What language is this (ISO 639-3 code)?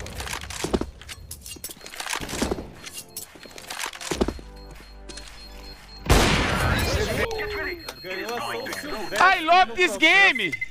por